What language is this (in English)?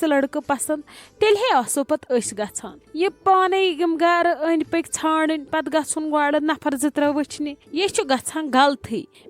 Kashmiri